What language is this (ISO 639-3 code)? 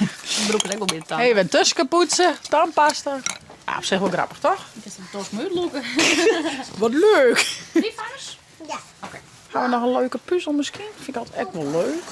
fry